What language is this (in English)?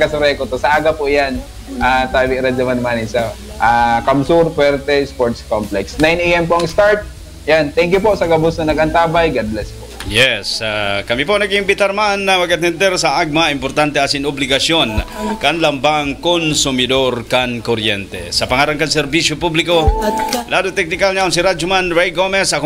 Bikol